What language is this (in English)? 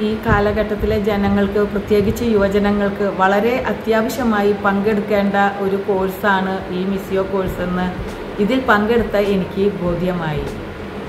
Malayalam